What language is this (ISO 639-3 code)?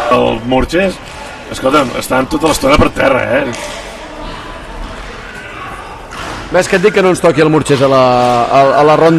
cat